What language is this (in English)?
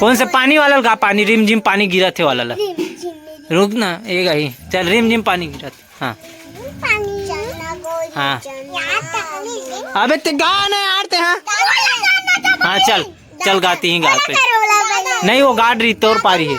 Chhattisgarhi